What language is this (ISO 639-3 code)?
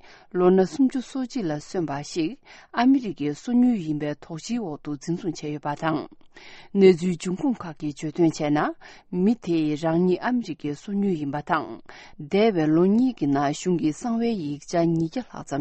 bod